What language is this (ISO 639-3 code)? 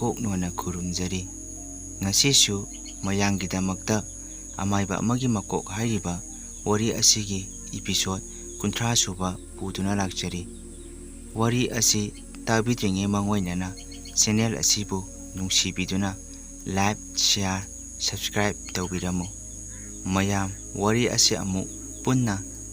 mni